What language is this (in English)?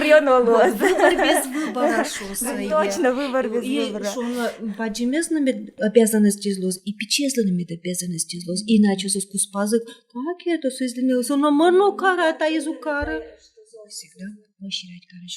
Udmurt